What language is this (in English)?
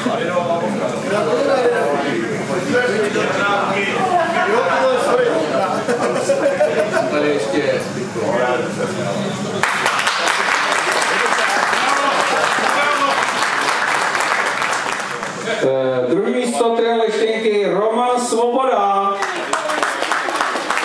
Czech